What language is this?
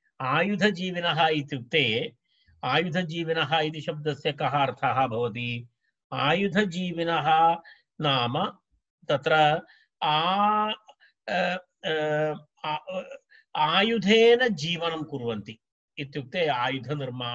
Sanskrit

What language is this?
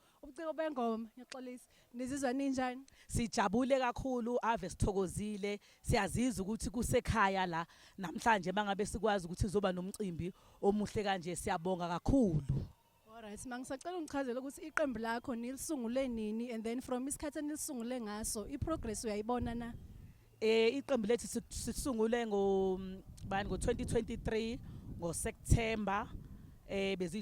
Zulu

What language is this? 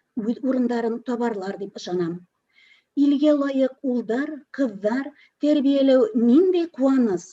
Bashkir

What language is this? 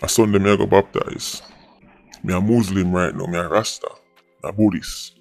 Jamaican Creole English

